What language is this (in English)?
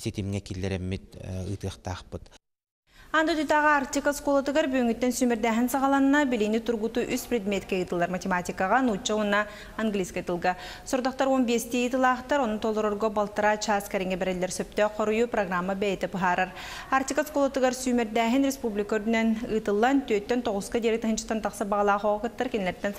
Yakut